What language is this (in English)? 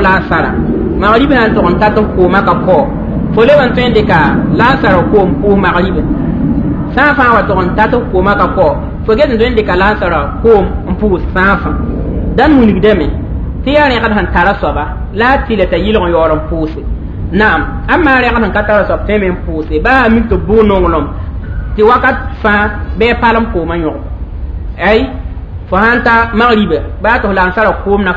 Mossi